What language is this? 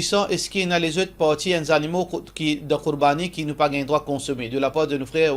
Morisyen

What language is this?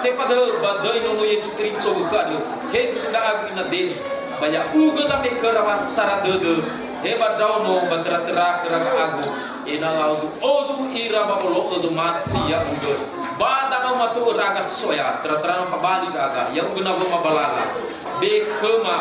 Nias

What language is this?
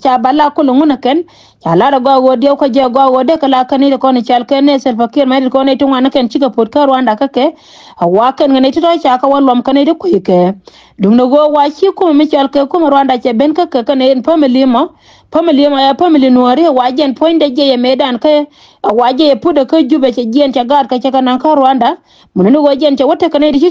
Nuer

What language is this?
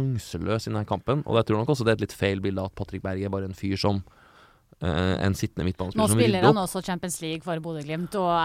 Norwegian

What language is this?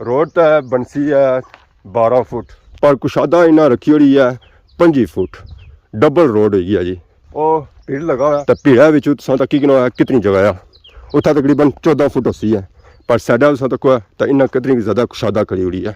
Pahari-Potwari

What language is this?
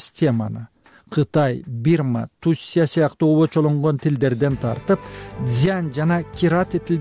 Kyrgyz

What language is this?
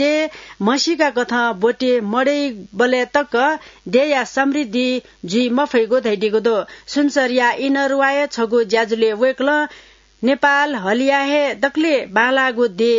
Newari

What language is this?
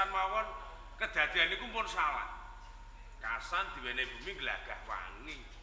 Javanese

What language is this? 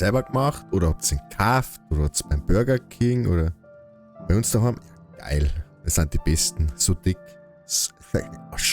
Bavarian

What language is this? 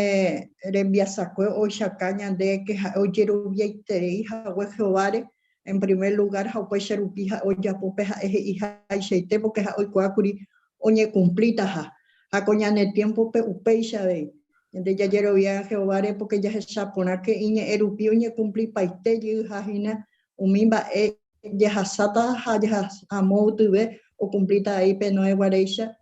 Guarani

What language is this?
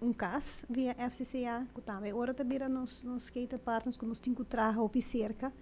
Papiamento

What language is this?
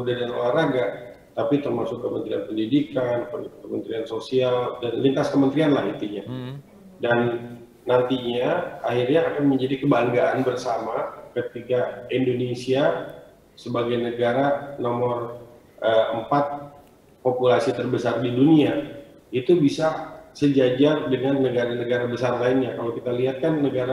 Indonesian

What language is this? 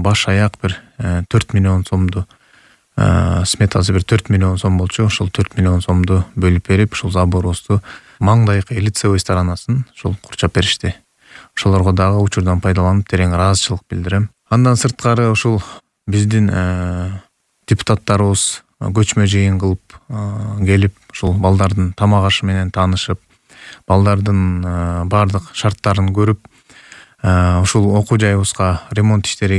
Kyrgyz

